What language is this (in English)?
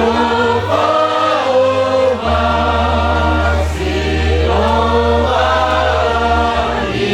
Nias